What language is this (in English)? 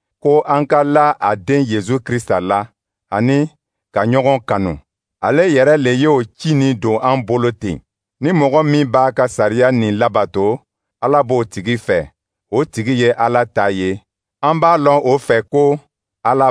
Dyula